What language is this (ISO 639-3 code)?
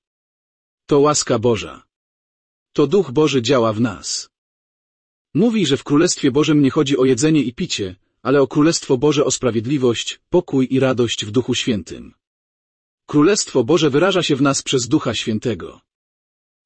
pol